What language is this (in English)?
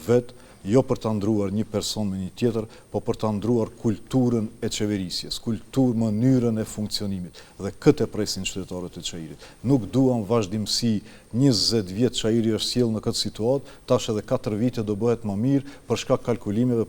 Albanian